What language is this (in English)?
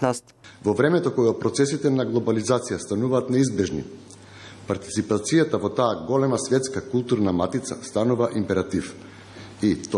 Macedonian